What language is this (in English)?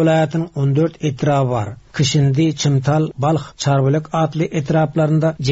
Turkmen